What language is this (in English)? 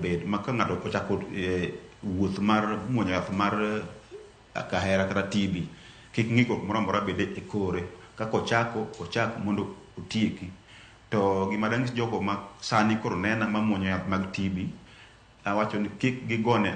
Luo (Kenya and Tanzania)